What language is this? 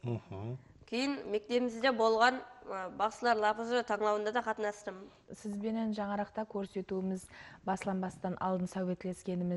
Kara-Kalpak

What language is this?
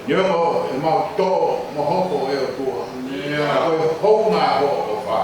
Tongan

